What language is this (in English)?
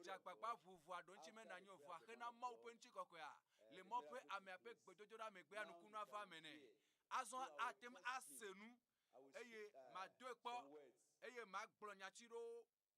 Ewe